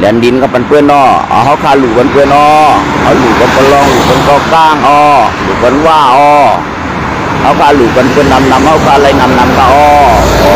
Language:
Shan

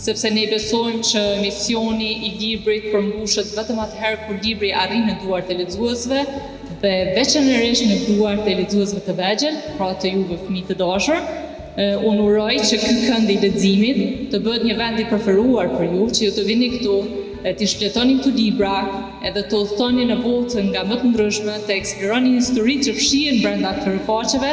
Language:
Albanian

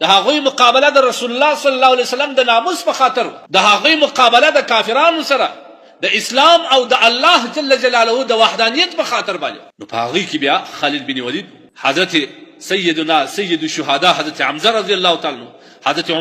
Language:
Pashto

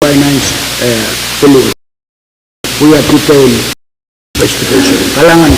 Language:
Pohnpeian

